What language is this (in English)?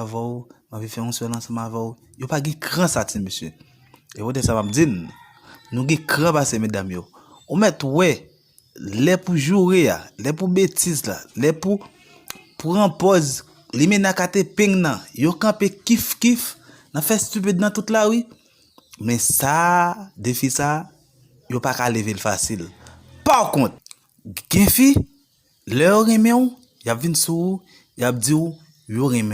Haitian Creole